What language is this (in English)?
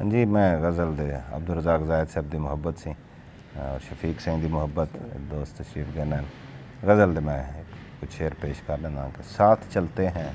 Saraiki